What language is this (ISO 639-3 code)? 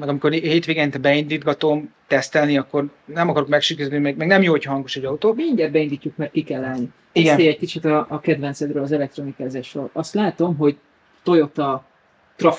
hun